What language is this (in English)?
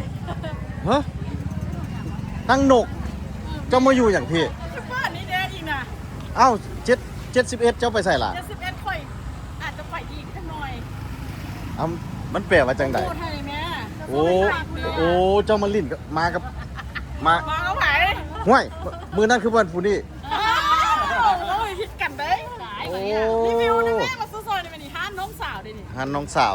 Lao